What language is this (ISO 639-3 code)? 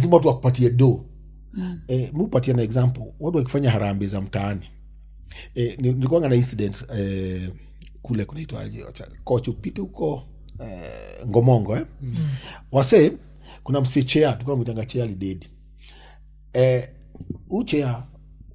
swa